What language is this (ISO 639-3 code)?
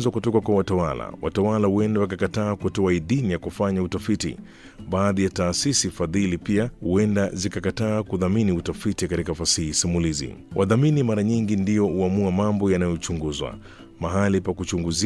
swa